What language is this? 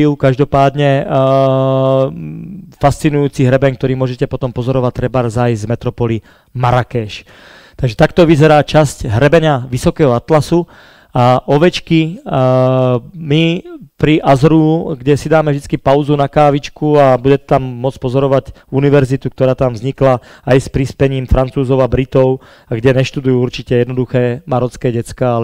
Slovak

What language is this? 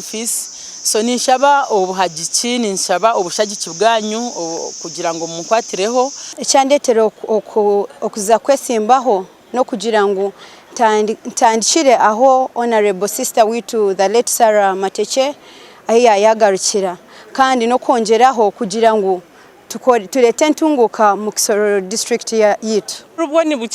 Nyankole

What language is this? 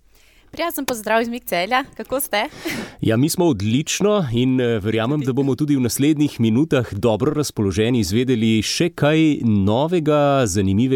Slovenian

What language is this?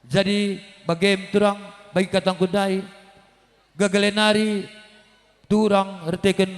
Batak Karo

